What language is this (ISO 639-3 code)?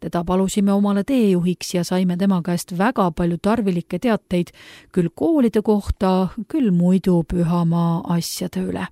est